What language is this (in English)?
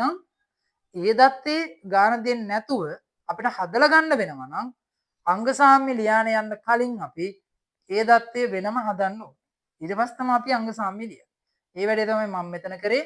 Sinhala